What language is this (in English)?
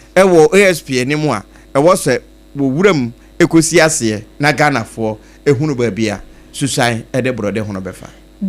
Akan